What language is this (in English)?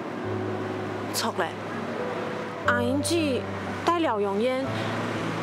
Hakka Chinese